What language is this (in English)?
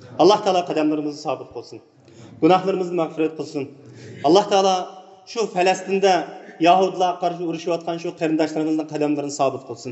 Uyghur